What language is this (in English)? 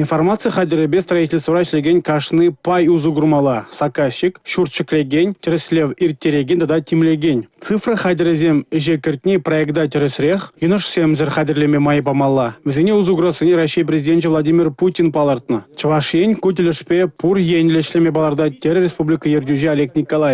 Chuvash